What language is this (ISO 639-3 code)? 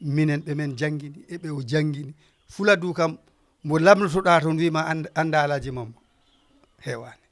ful